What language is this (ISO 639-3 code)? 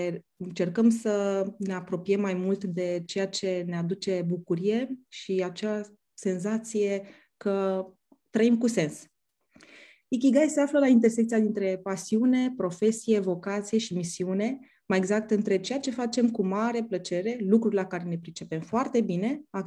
ron